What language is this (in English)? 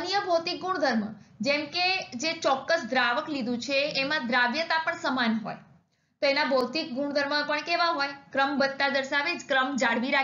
Gujarati